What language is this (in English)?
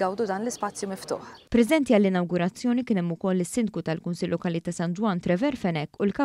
Maltese